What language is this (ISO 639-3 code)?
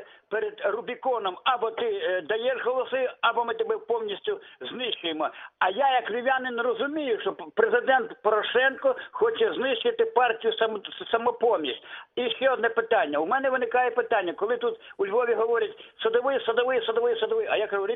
ukr